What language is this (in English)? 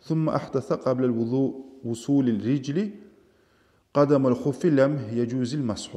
Kumyk